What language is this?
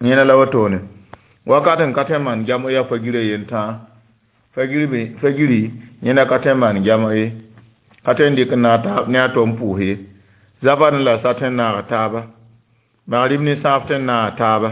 Mossi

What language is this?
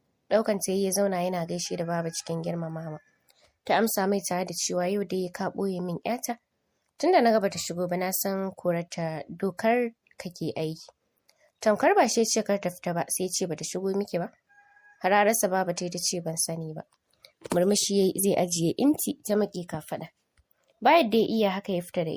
Hausa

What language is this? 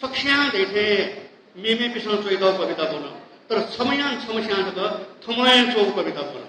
Newari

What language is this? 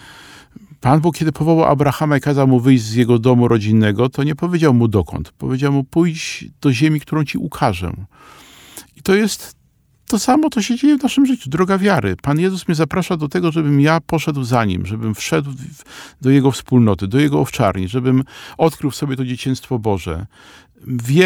Polish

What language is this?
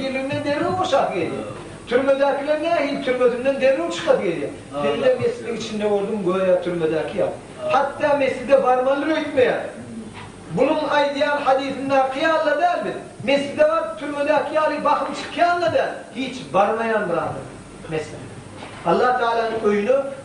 Turkmen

